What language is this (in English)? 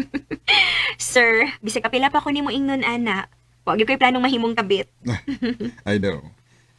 Cebuano